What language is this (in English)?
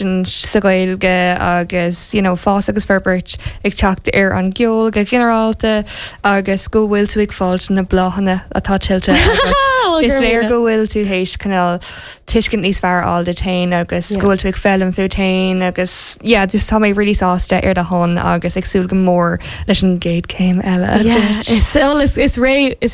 Irish